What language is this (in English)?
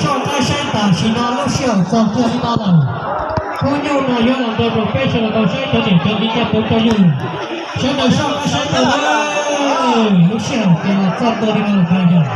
Hmong